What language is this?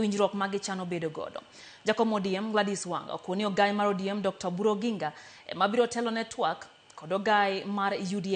Luo (Kenya and Tanzania)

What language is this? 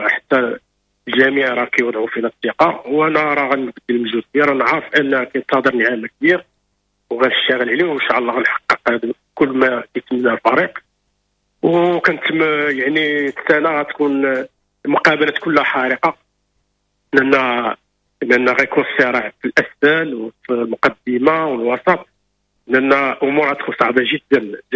Moroccan Arabic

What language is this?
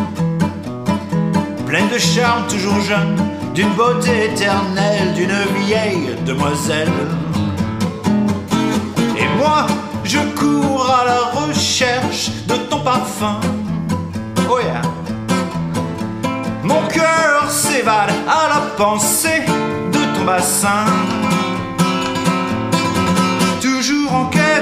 French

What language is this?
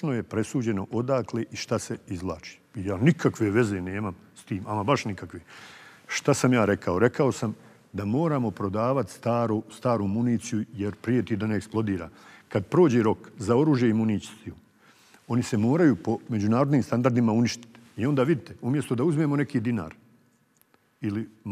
Bosnian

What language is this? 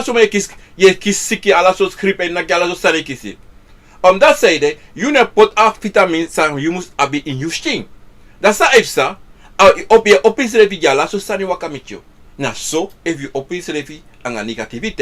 Sranan Tongo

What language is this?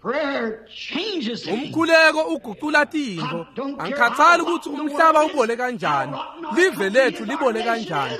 Swati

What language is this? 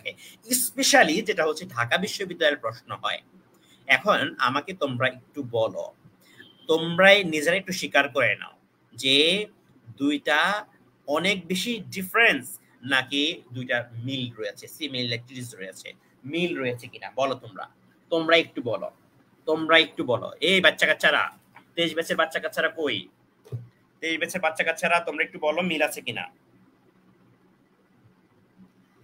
Bangla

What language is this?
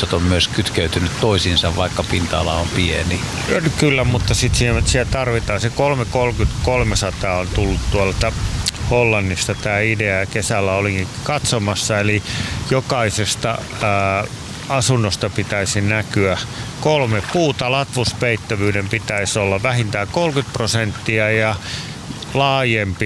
Finnish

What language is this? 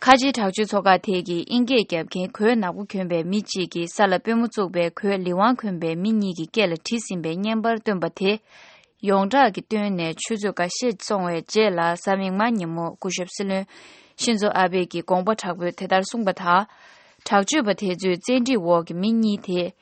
Tibetan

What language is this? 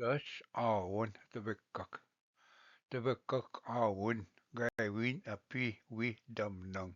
Ojibwa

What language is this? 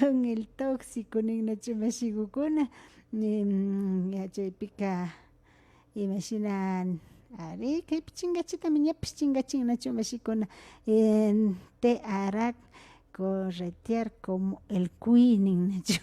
Imbabura Highland Quichua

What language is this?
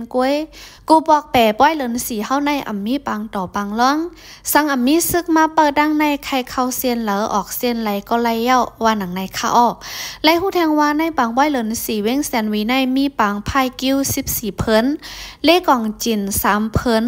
Shan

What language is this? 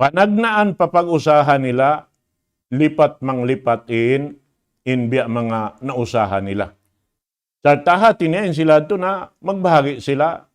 Tausug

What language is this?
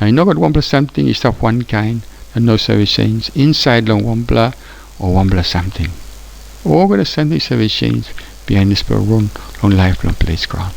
Tok Pisin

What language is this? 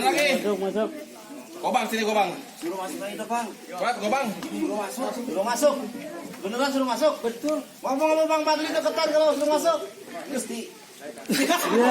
Betawi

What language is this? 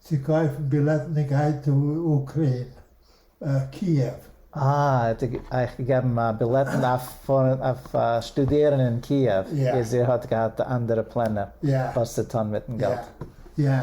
Yiddish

